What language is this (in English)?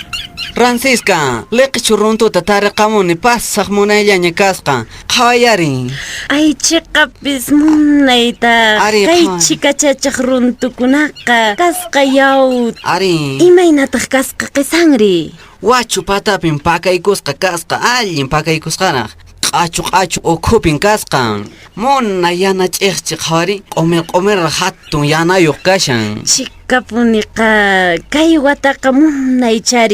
Quechua